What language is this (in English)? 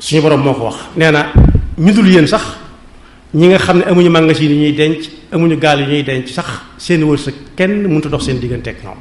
Wolof